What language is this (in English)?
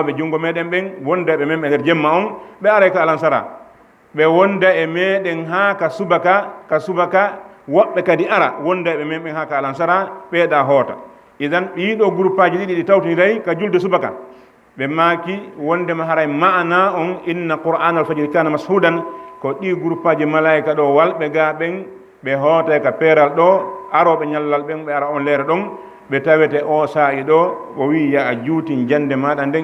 Fula